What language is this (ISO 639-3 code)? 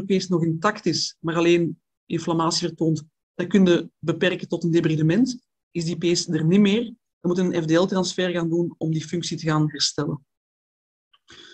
nld